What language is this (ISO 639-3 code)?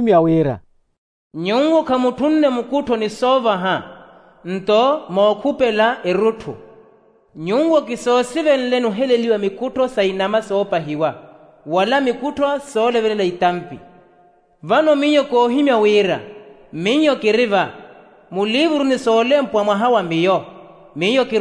vmw